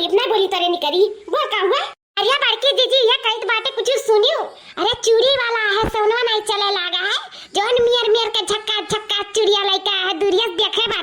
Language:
Awadhi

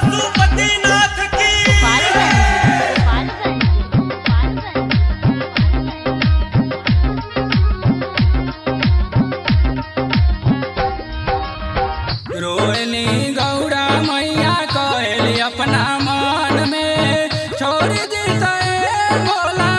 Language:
Bhojpuri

